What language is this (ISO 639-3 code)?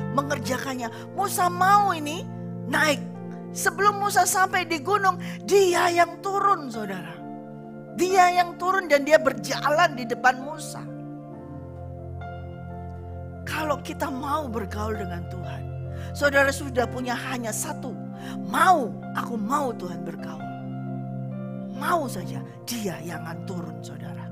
ind